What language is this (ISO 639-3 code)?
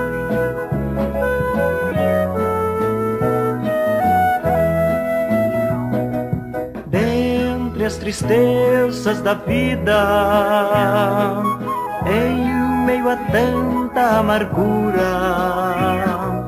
por